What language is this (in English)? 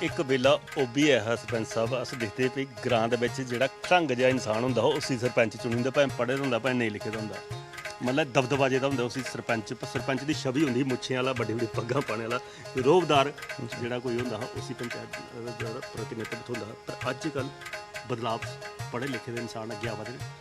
Dogri